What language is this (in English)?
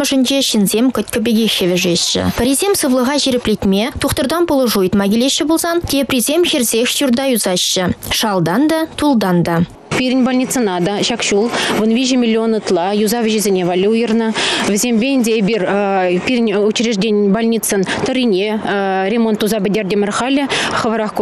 Chuvash